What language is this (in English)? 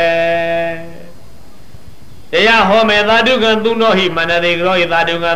Burmese